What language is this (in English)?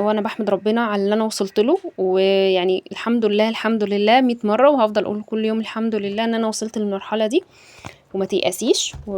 Egyptian Arabic